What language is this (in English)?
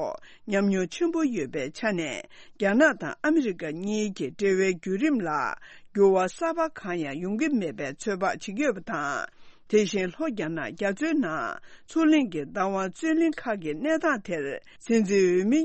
Tibetan